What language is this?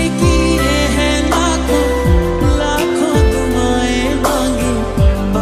Hindi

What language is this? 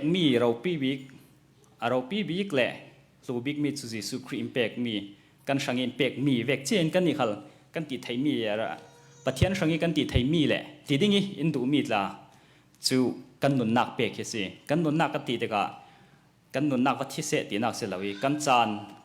Hakha Chin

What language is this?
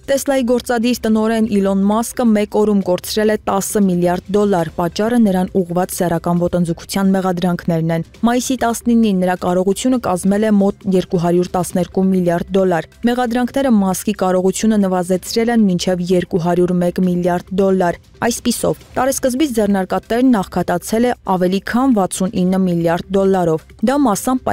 Armenian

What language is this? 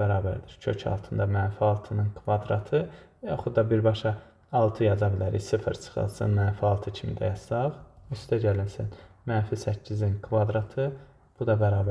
Azerbaijani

